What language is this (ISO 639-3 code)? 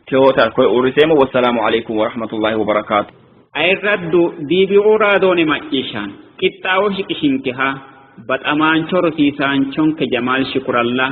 sid